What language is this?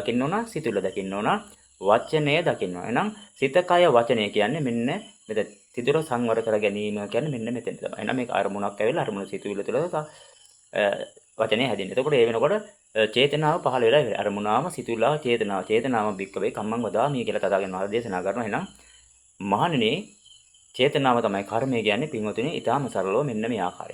Sinhala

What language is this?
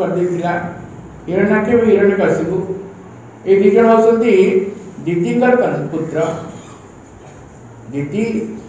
Odia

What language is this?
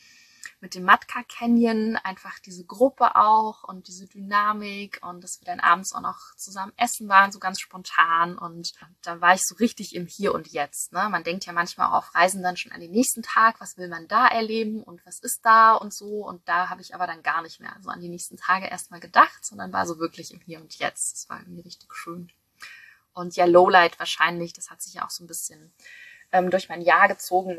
German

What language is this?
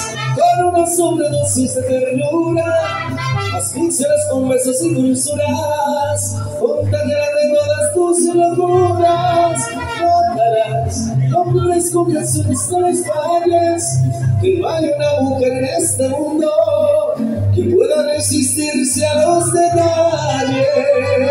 Spanish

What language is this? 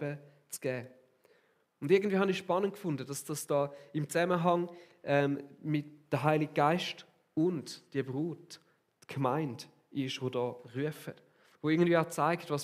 Swiss German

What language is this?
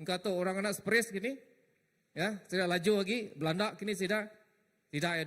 Iban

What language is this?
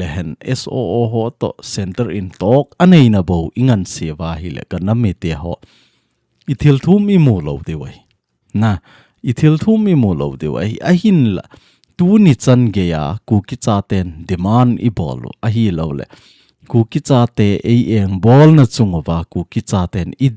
Thado Chin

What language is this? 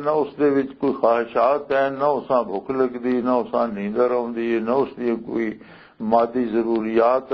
Western Panjabi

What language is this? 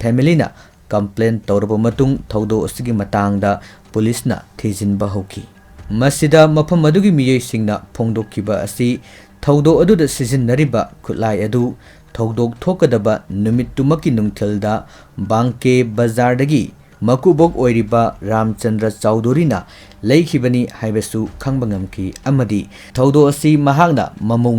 Manipuri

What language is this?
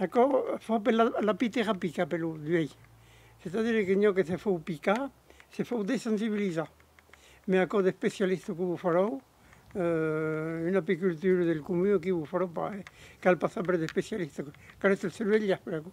Occitan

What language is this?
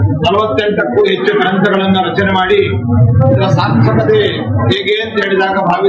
Kannada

